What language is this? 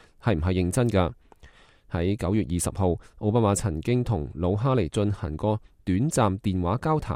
Cantonese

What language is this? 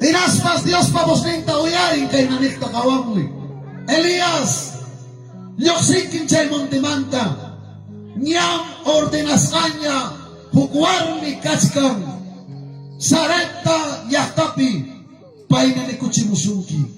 Ayacucho Quechua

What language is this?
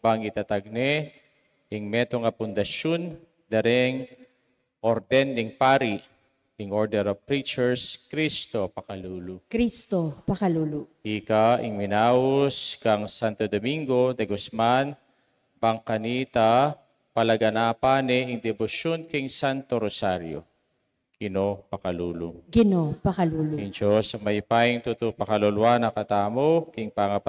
Pampanga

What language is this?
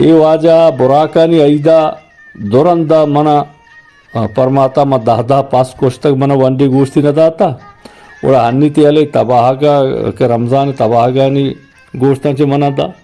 Eastern Balochi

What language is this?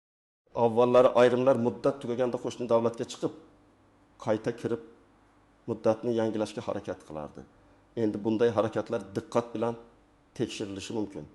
Uzbek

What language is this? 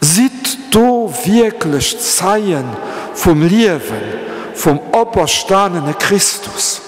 Luxembourgish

